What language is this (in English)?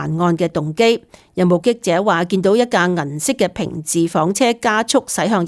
Cantonese